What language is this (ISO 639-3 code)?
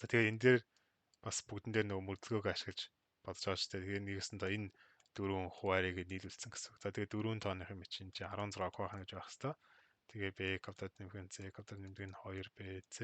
mon